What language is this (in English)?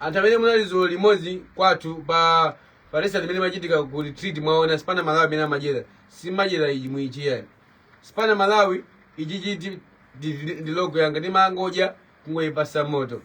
Nyanja